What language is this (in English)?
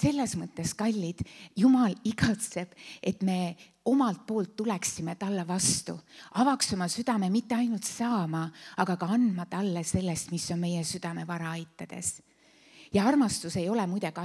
Estonian